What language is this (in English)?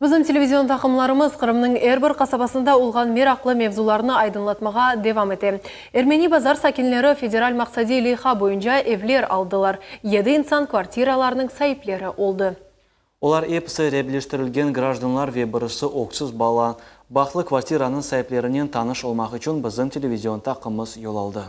Crimean Tatar